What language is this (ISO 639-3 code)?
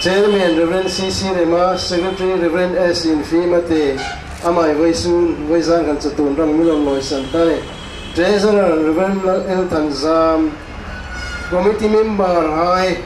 hmr